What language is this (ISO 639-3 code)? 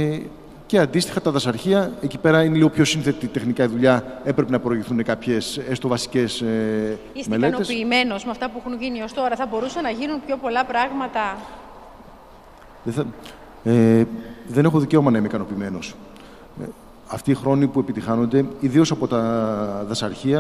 ell